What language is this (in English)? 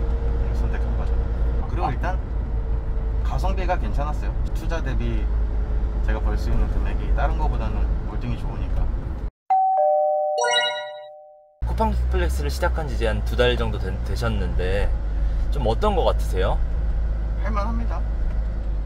Korean